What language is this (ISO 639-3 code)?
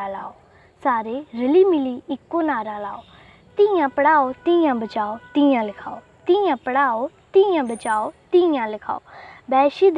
doi